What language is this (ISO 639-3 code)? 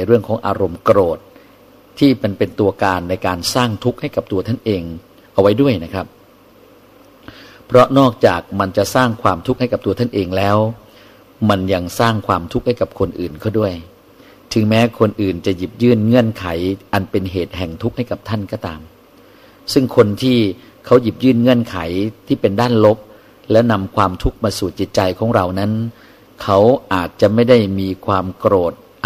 tha